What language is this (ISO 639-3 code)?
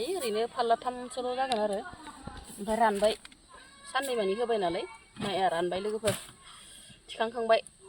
brx